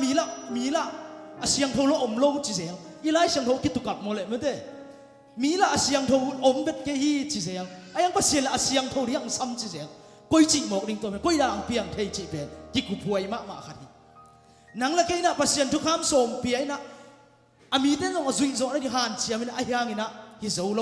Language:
Tedim Chin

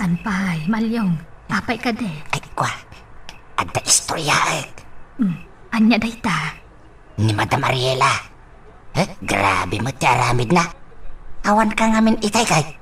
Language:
Iloko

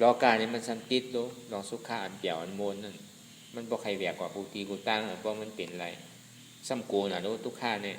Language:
Shan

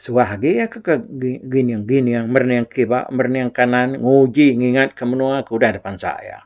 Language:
Iban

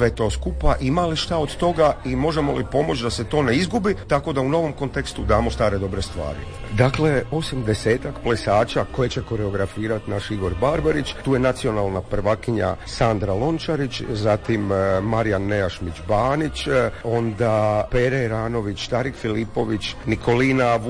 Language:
Croatian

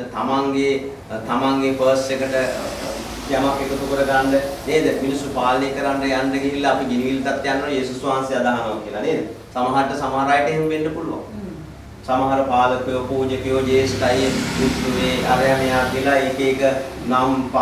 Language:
Sinhala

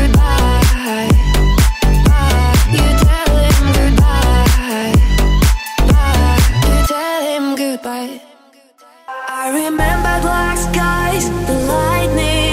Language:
English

